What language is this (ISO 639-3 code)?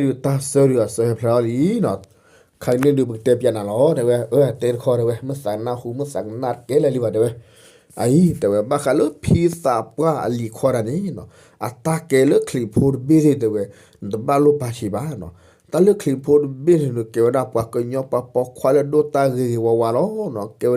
ksw